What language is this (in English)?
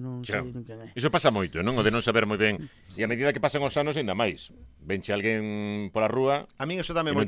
Galician